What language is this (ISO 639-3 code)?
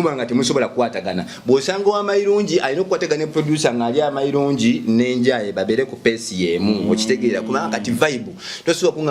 lug